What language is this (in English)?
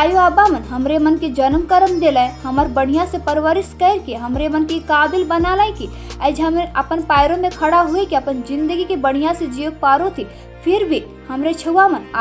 Sadri